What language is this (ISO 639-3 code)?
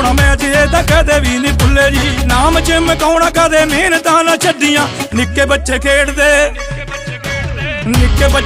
pan